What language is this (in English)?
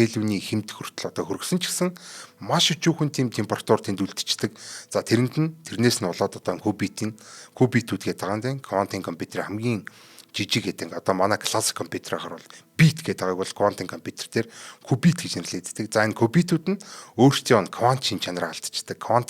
Mongolian